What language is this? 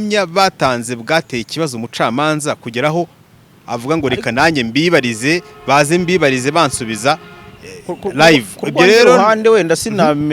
Kinyarwanda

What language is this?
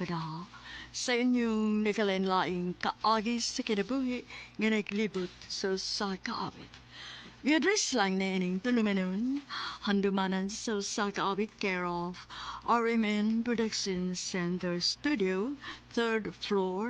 Cebuano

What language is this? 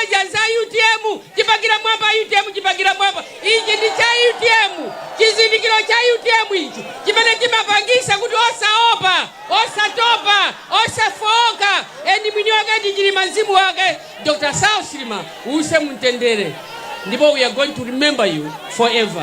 Nyanja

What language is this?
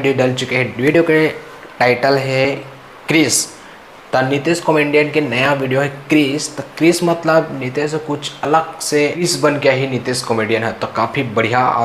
Chhattisgarhi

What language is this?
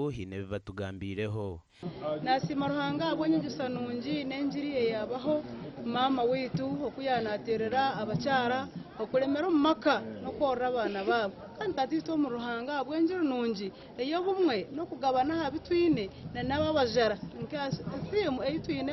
Nyankole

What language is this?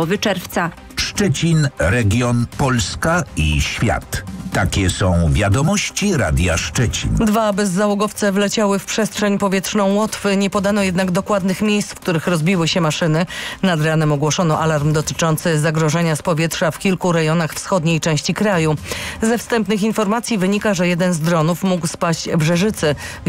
Polish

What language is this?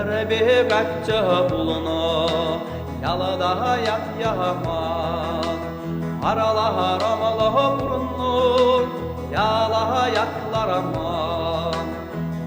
Chuvash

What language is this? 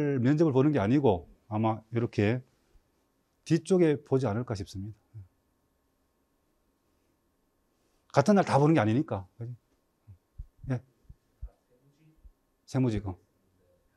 Korean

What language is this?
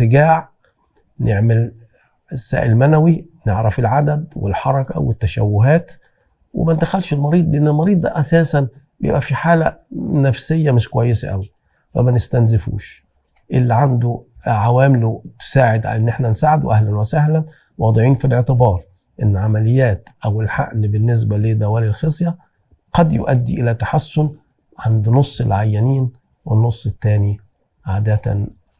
Egyptian Arabic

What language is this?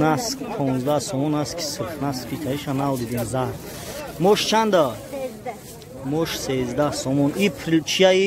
Tajik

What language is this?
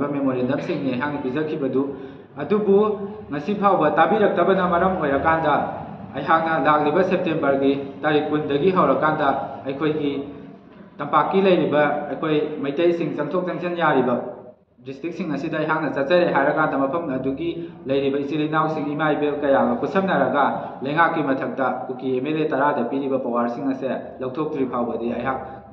Manipuri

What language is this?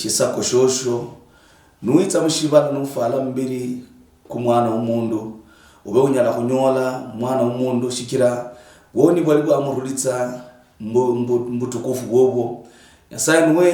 Luyia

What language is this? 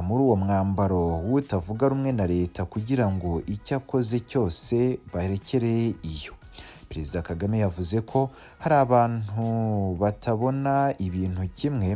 Kinyarwanda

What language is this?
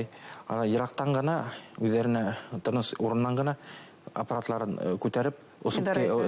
Bashkir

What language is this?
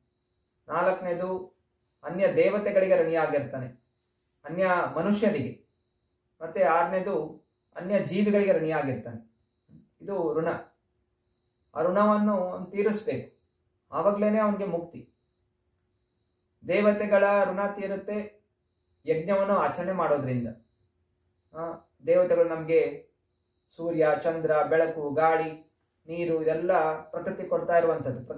Kannada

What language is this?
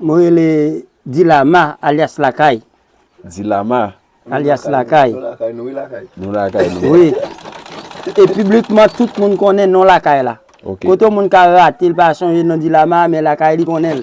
Haitian Creole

